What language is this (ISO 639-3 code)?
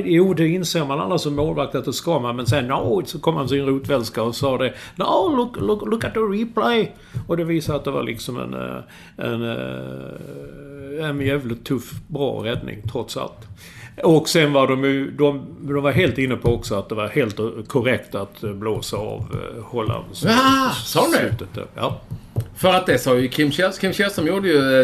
swe